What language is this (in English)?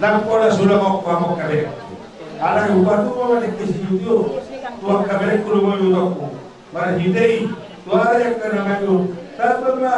Batak Toba